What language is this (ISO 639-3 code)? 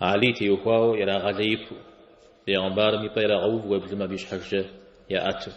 kbd